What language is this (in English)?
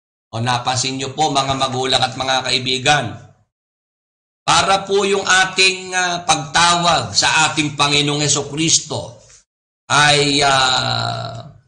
Filipino